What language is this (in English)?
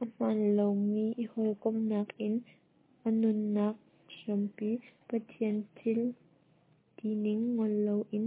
Hakha Chin